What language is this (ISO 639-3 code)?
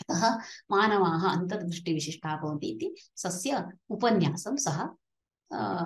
san